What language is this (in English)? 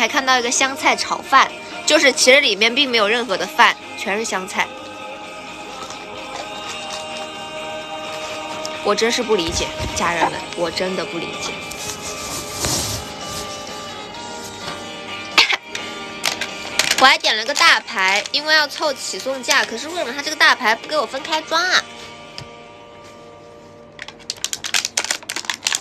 Chinese